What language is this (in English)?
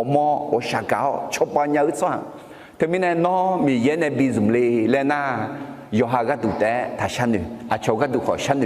Akha